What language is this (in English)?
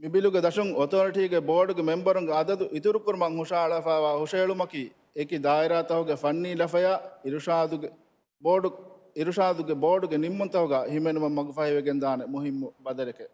Divehi